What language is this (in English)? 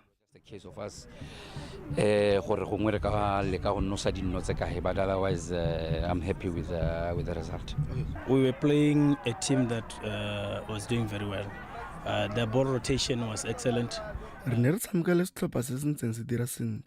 Tswana